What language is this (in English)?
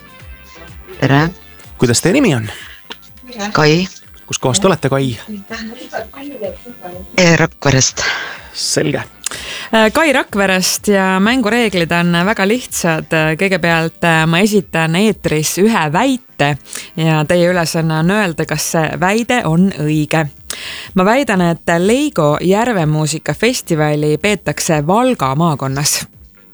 Estonian